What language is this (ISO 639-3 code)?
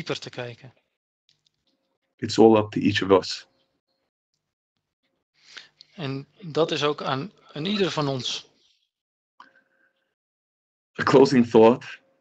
nld